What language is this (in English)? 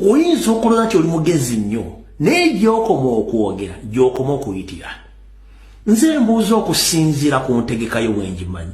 Ganda